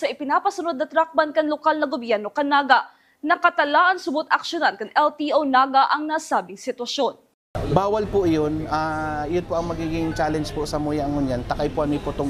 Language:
Bikol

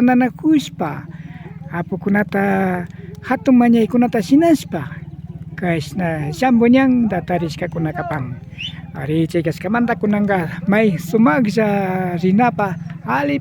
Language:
Imbabura Highland Quichua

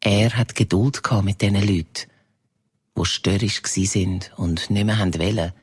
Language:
Swiss German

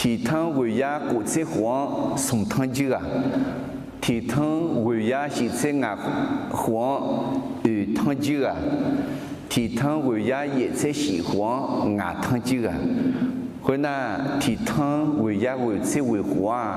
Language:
Akha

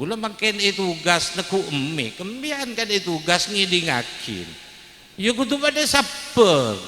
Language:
Madurese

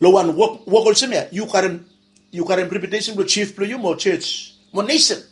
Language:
Bislama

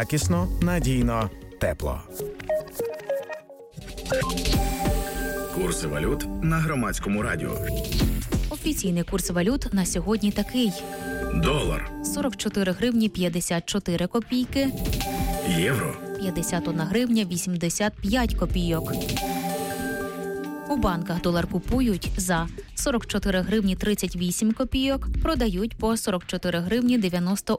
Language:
Ukrainian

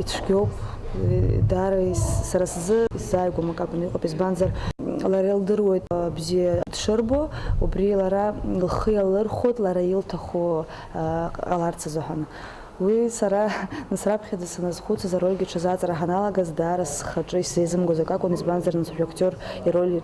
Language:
Abkhazian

